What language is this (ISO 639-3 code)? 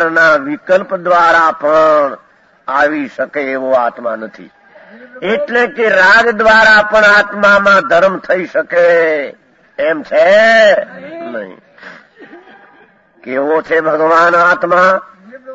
guj